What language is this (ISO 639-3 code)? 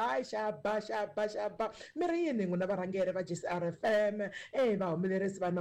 tso